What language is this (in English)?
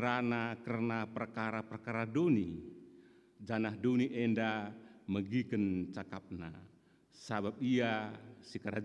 Batak Karo